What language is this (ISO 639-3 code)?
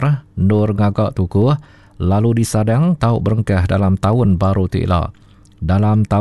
iba